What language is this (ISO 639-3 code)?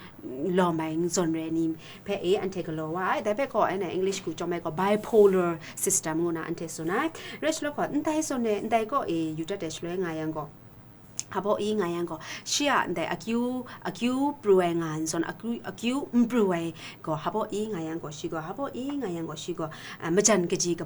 kac